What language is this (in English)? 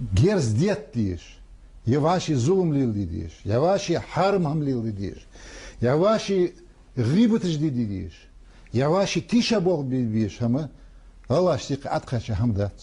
Ingush